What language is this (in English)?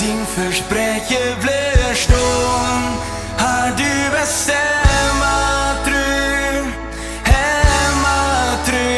Plautdietsch